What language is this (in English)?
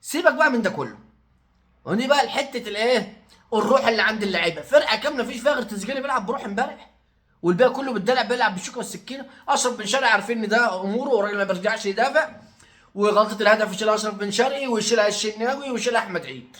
Egyptian Arabic